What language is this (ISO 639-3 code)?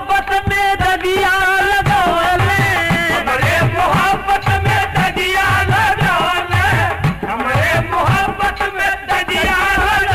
bho